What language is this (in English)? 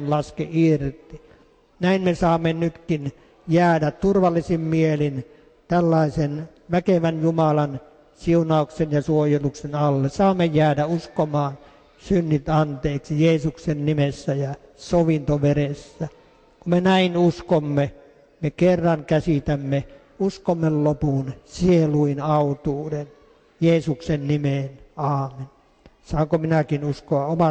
Finnish